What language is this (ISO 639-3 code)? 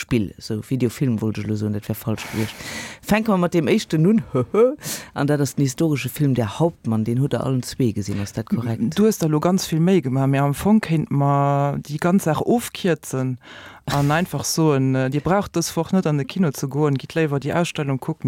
ltz